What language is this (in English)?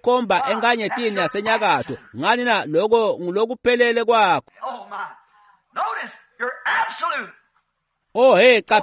Swati